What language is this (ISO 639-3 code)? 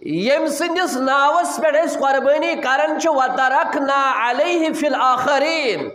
kas